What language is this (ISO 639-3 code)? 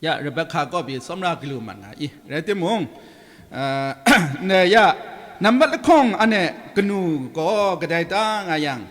kac